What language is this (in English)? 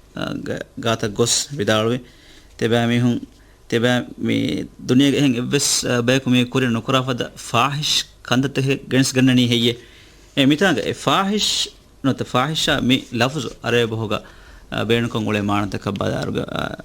Divehi